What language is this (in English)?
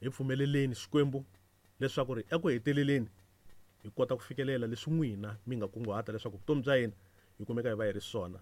Tsonga